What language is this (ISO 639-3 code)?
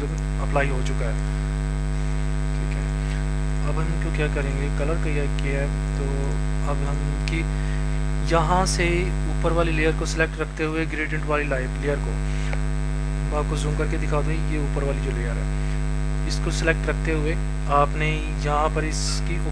hin